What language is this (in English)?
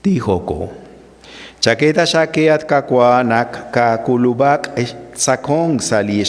Kekchí